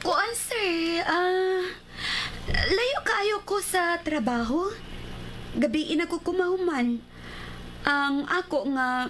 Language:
Cebuano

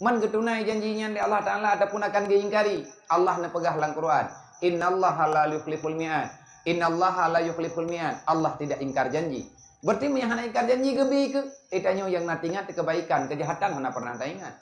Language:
Achinese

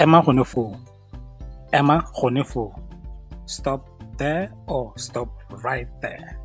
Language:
Tswana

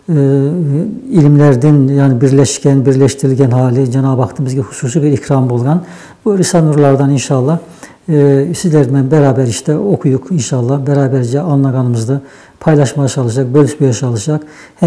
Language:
Nogai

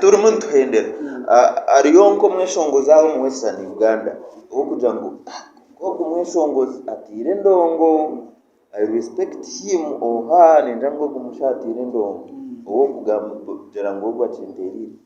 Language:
Nyankole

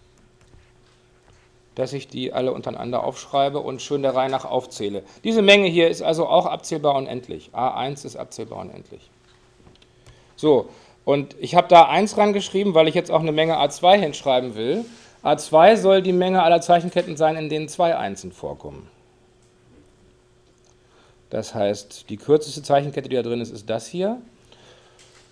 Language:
German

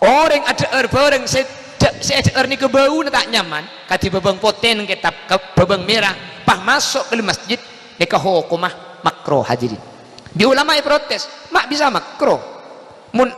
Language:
Madurese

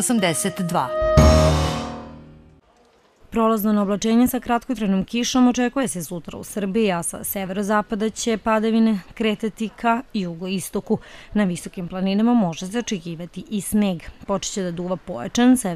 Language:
Serbian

